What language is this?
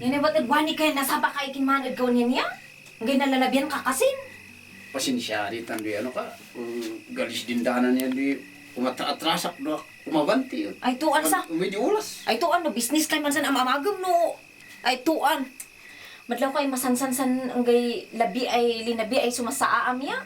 Kankanaey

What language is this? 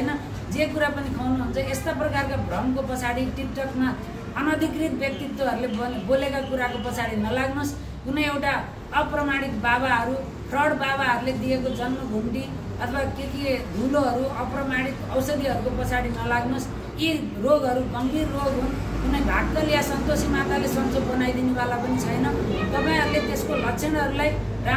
Nepali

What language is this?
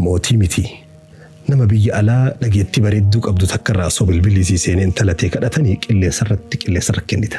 Oromo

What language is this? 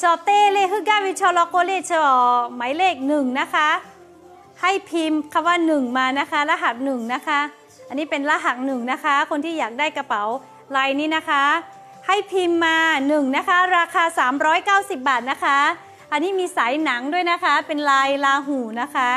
Lahu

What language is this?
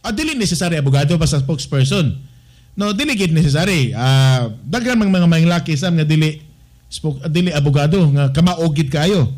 Cebuano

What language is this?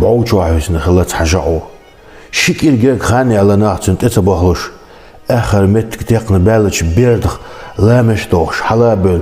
Chechen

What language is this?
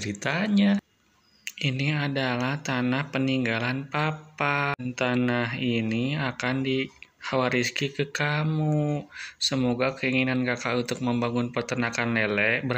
Indonesian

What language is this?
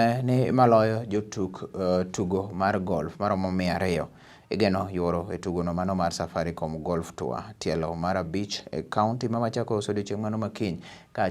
Luo (Kenya and Tanzania)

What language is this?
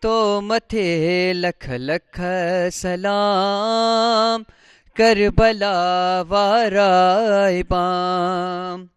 Sindhi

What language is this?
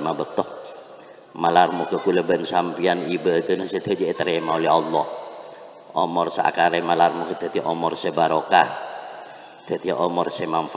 Madurese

